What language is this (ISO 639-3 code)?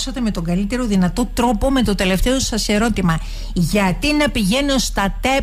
ell